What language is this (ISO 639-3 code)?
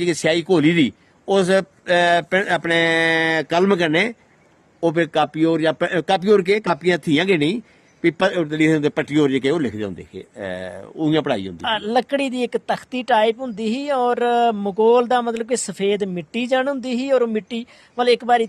doi